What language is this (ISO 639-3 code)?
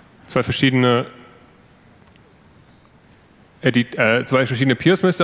deu